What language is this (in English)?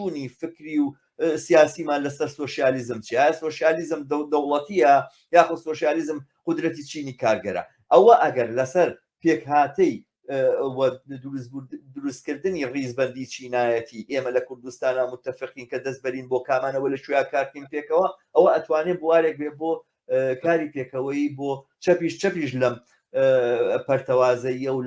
Central Kurdish